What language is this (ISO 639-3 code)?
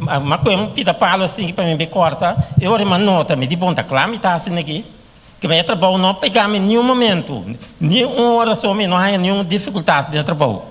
pap